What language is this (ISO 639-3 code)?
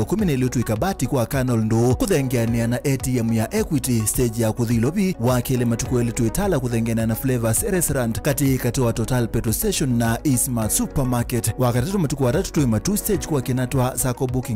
kam